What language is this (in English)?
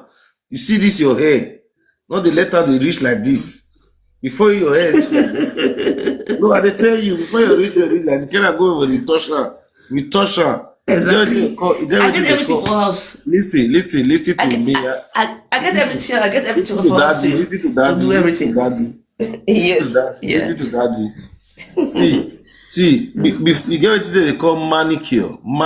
Nigerian Pidgin